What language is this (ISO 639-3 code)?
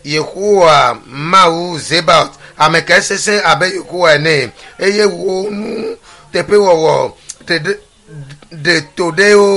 ewe